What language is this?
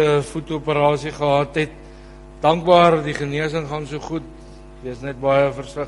Afrikaans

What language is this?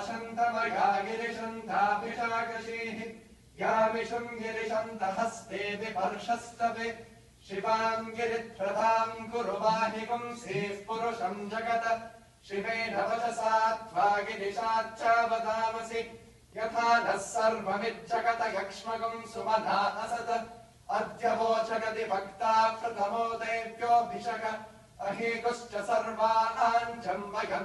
Sanskrit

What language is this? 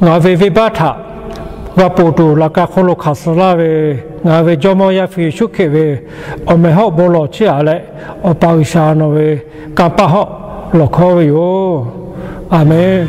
Lahu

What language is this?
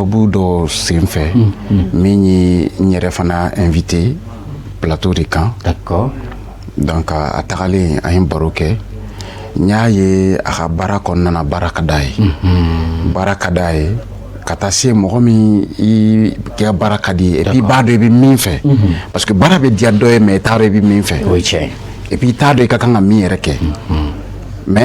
Bambara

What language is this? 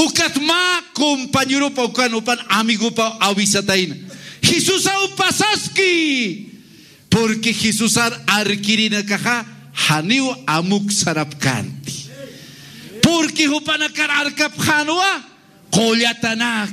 Aymara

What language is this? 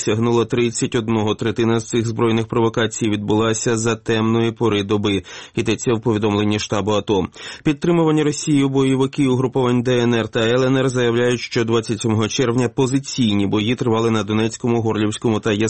Ukrainian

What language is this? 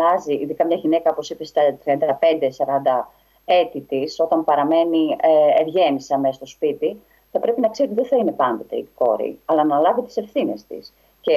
Greek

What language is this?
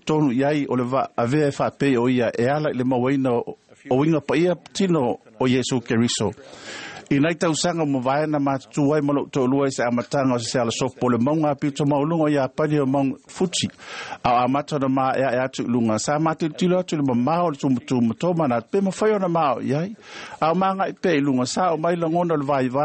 Samoan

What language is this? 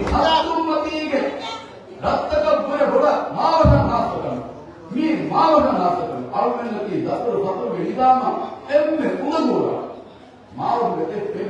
Divehi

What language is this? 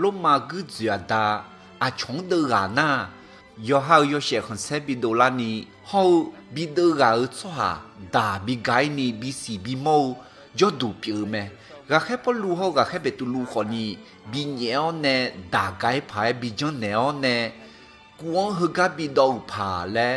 Akha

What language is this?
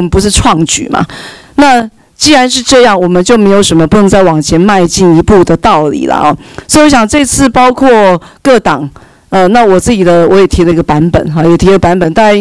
Chinese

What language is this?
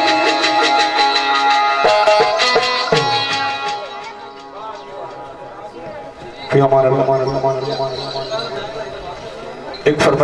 Hindi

